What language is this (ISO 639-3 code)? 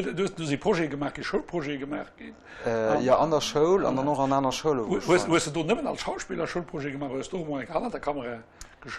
ltz